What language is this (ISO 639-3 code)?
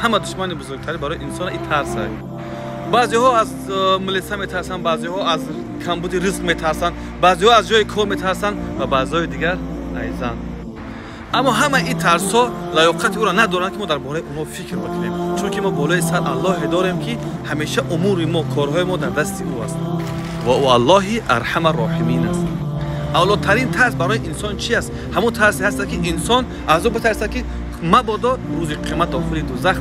tgk